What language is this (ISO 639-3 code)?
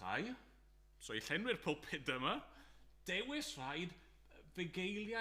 cym